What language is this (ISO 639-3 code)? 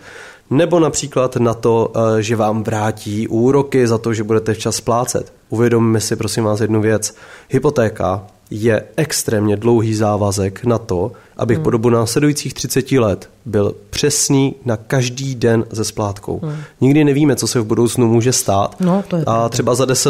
ces